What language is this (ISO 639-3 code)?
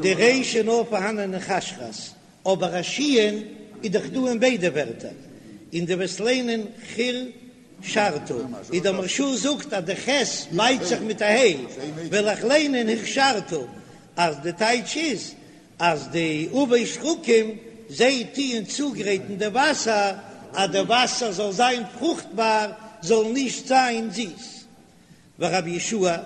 yid